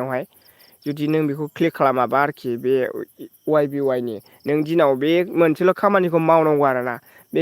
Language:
Bodo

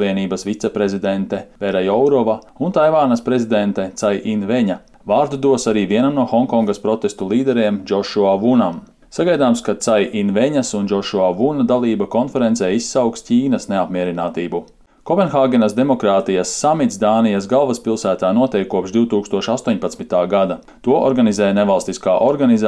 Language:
Latvian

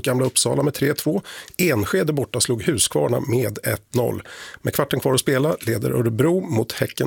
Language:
Swedish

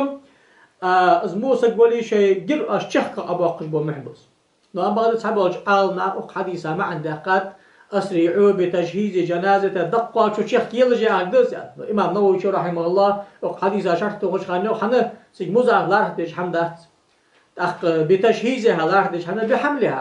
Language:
Ingush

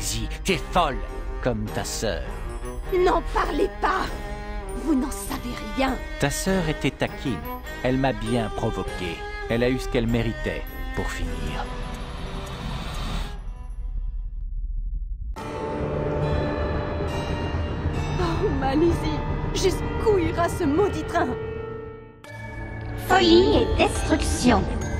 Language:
French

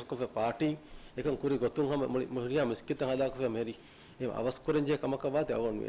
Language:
Divehi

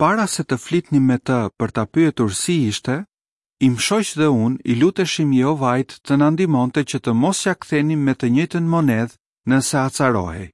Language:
Albanian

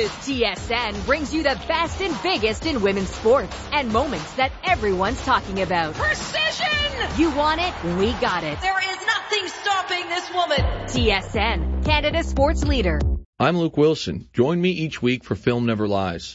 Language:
English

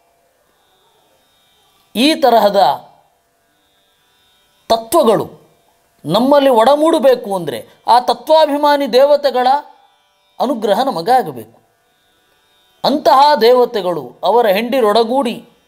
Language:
Kannada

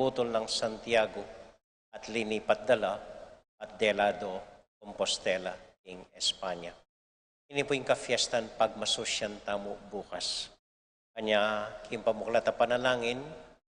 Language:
Pampanga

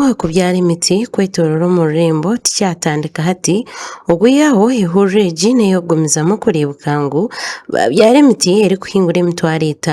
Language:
Nyankole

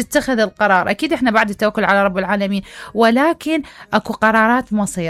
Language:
Mesopotamian Arabic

